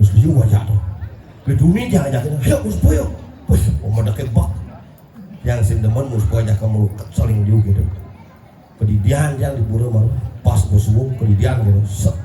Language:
Balinese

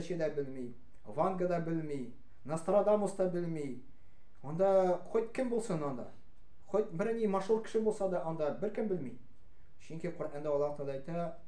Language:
Tatar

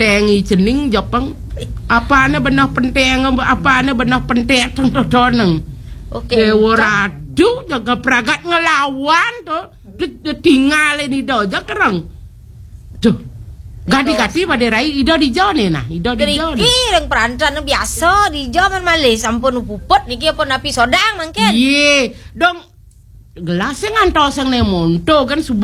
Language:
Balinese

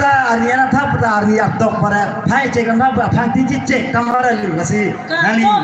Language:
Karbi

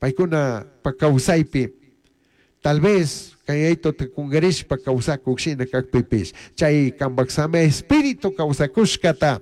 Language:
Chimborazo Highland Quichua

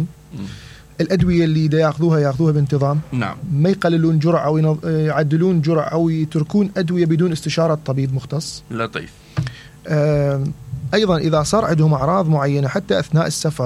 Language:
Mesopotamian Arabic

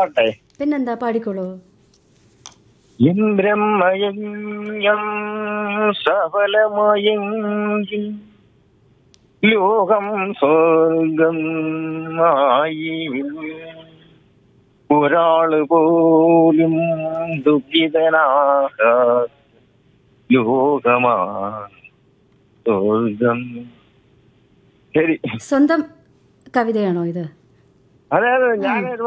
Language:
Malayalam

